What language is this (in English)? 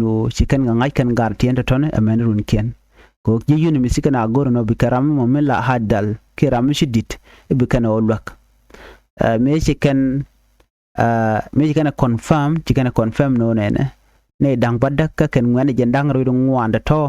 Nuer